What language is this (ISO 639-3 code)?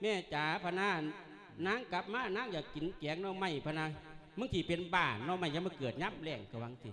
lao